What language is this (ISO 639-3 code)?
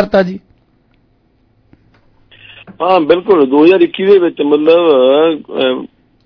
pan